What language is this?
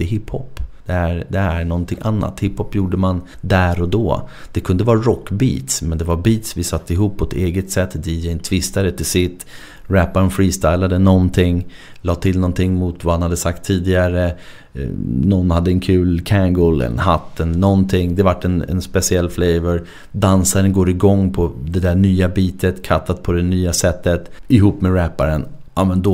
Swedish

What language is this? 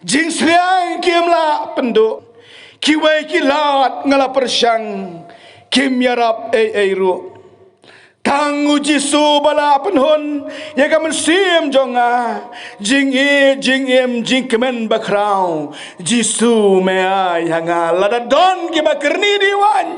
Khasi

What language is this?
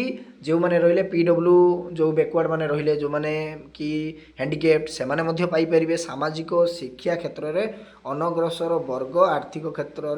Odia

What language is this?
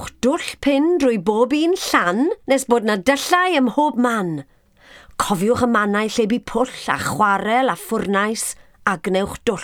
Welsh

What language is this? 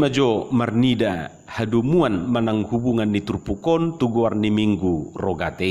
Batak Toba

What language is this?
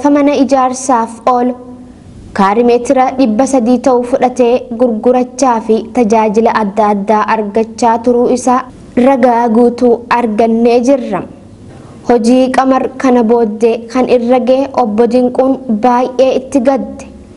Oromo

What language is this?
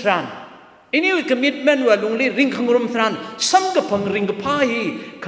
Tangkhul Naga (India)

